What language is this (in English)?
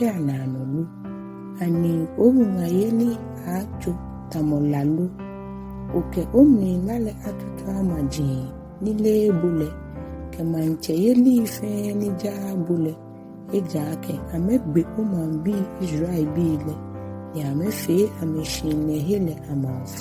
Ga